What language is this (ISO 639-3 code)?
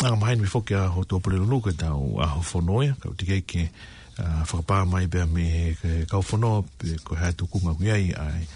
ton